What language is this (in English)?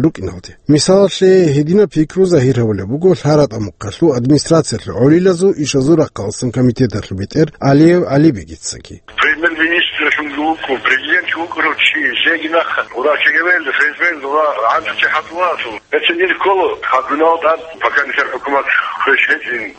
Avaric